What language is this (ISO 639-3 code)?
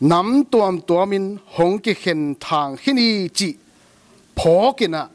ctd